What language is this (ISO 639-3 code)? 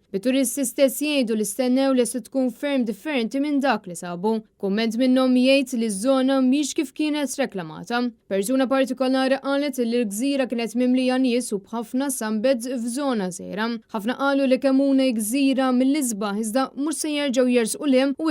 mlt